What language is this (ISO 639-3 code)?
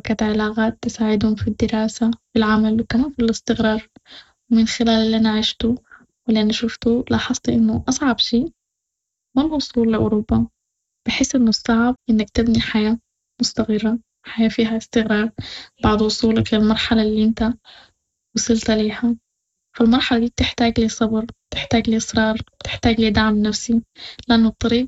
apd